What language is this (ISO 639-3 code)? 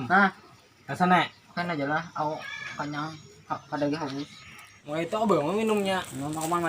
bjn